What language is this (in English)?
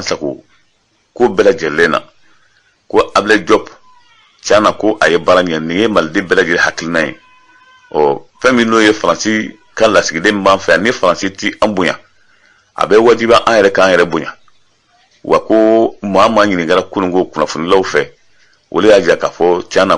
Bambara